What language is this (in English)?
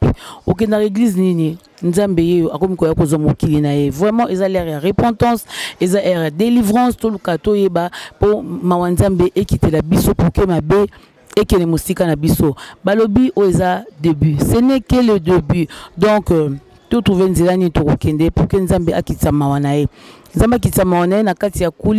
Lingala